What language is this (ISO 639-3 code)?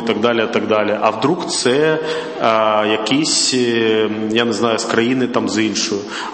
ukr